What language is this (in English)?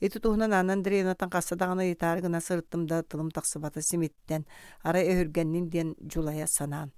Yakut